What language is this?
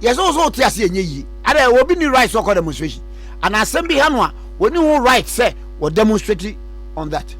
Akan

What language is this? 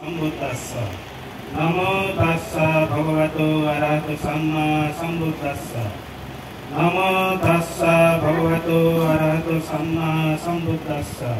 Chakma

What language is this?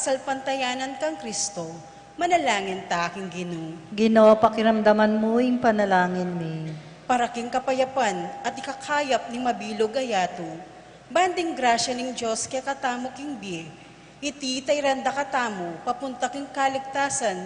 Pampanga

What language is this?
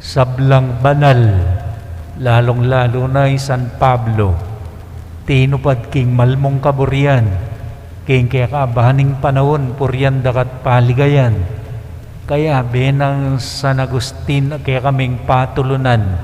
Pampanga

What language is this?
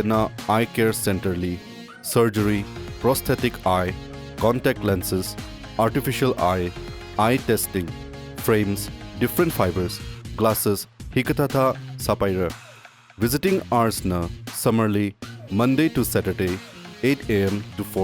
Tangkhul Naga (India)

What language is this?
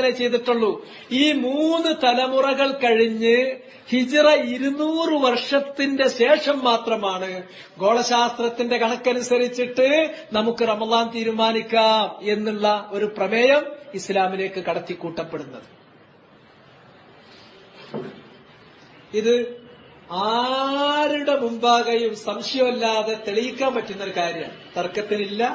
Malayalam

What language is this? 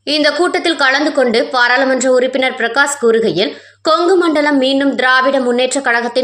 Tamil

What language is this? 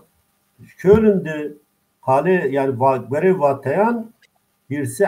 Zaza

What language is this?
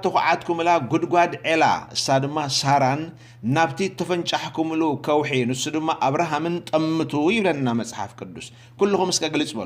Tigrinya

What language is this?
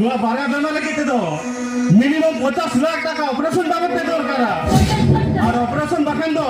Santali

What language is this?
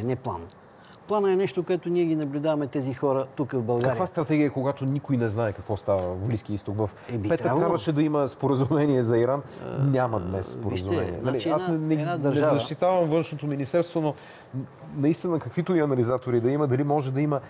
Bulgarian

